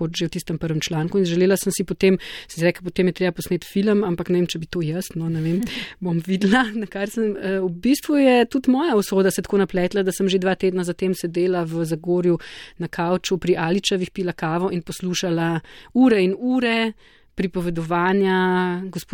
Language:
Slovenian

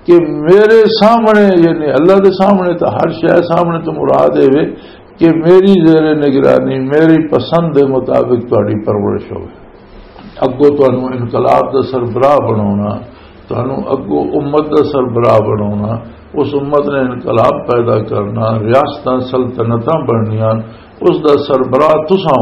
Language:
Western Panjabi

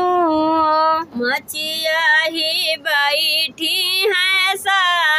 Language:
Bhojpuri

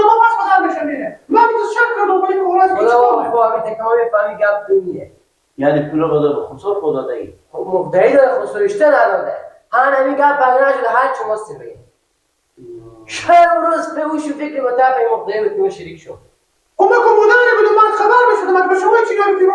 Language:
Persian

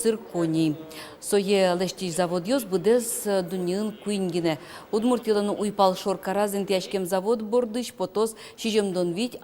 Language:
Udmurt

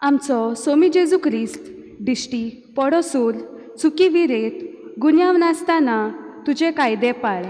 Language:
Konkani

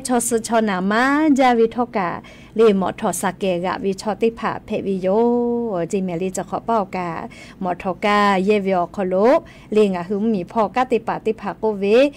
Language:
Lahu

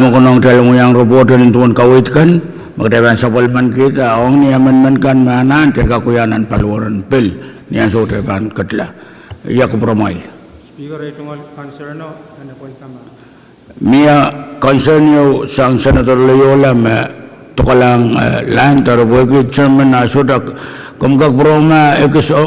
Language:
Pohnpeian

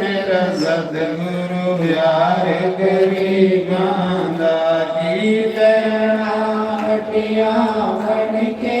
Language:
Dogri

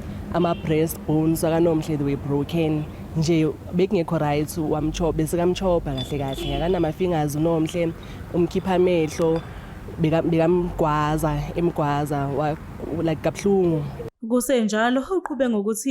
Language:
Zulu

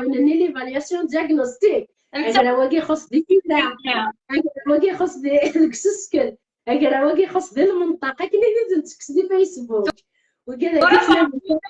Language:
Kabyle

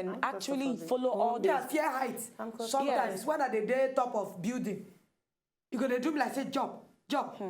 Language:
Nigerian Pidgin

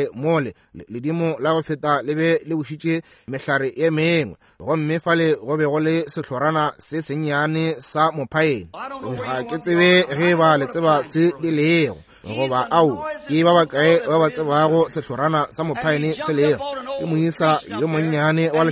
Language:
Northern Sotho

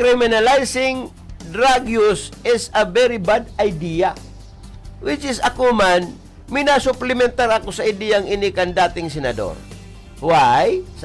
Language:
Bikol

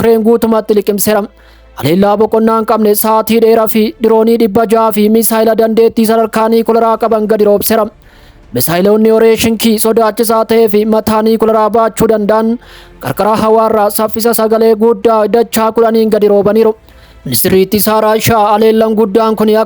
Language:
Oromo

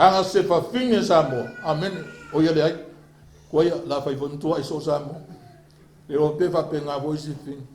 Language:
Samoan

